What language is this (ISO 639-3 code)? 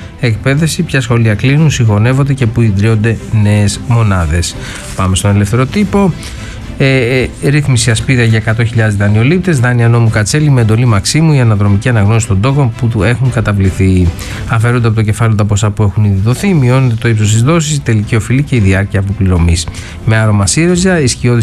ell